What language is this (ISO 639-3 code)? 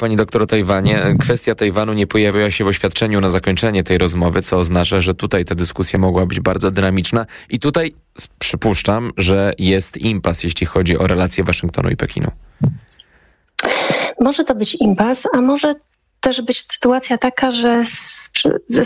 pol